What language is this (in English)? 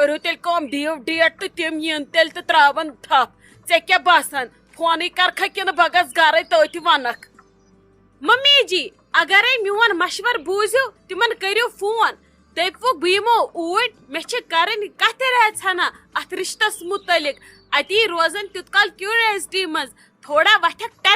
Kashmiri